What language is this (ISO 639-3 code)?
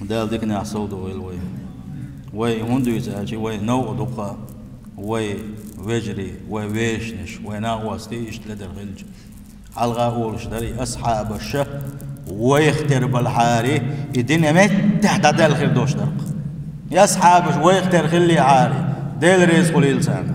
che